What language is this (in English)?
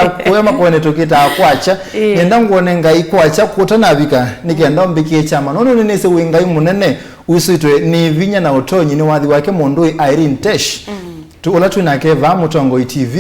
Kamba